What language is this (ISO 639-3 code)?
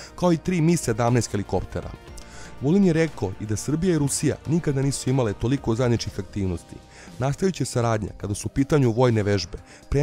srp